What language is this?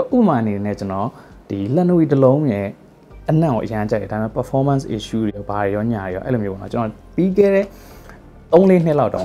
Burmese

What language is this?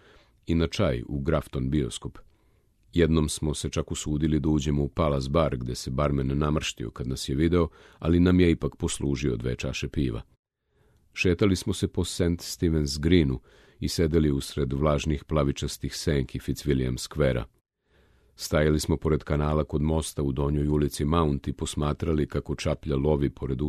Serbian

